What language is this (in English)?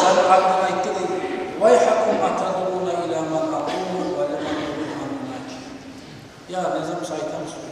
Kumyk